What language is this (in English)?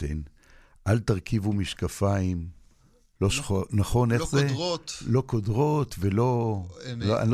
Hebrew